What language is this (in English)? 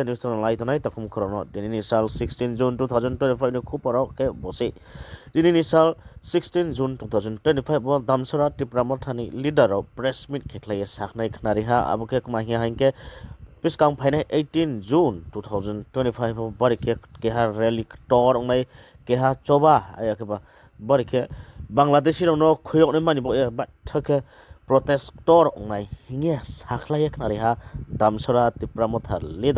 Riang (India)